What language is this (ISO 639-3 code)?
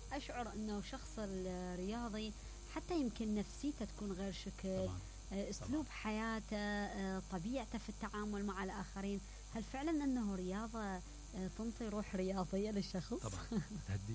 acm